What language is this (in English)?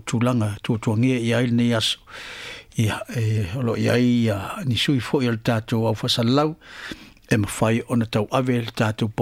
Samoan